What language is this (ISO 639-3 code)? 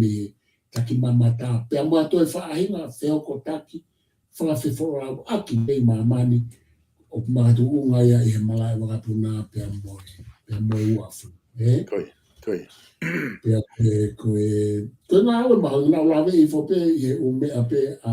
ton